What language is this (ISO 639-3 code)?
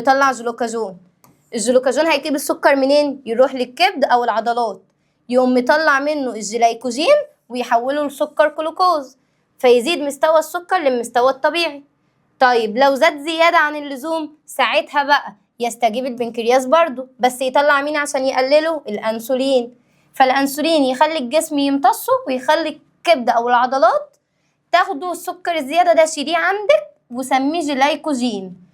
arz